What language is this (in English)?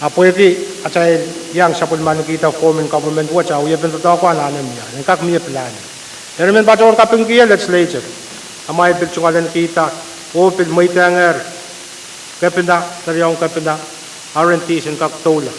Pohnpeian